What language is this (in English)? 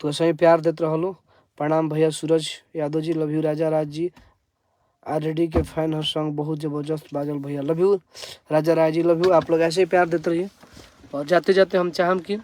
Bhojpuri